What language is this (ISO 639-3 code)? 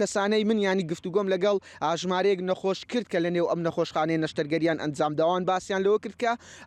ckb